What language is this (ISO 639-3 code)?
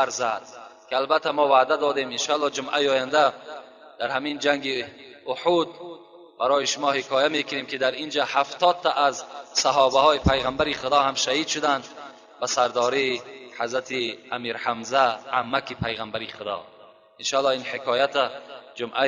tgk